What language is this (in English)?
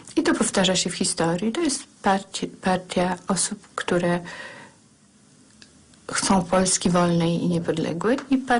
Polish